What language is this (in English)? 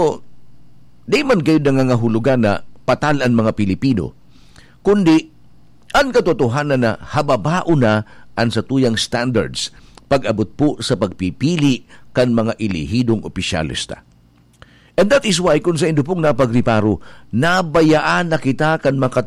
Bikol